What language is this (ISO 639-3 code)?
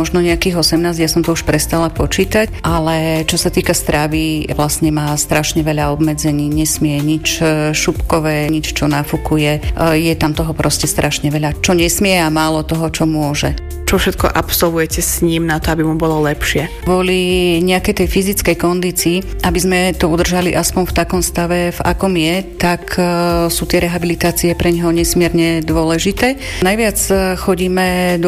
slk